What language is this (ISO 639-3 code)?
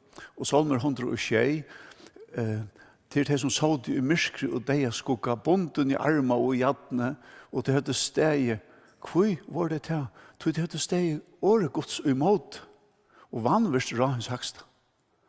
fao